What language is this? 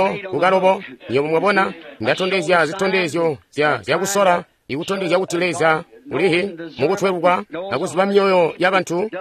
Tonga (Zambia)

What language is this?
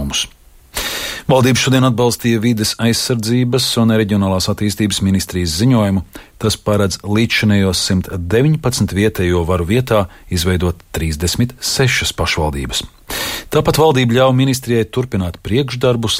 Latvian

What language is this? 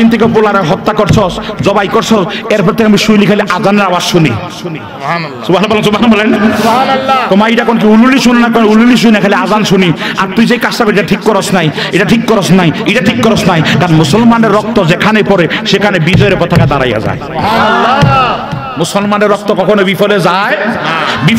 Bangla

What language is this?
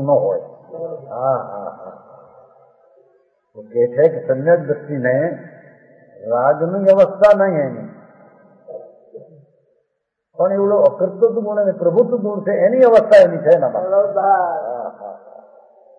Gujarati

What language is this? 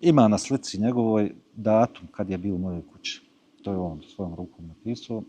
Bosnian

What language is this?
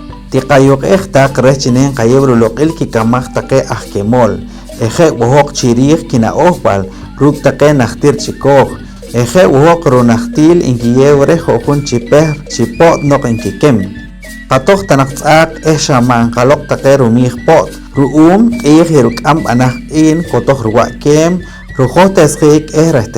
Poqomchi'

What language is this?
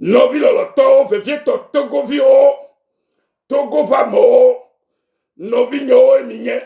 Ewe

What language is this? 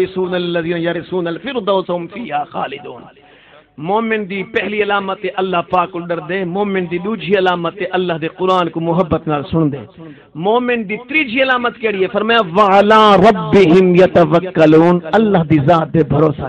Saraiki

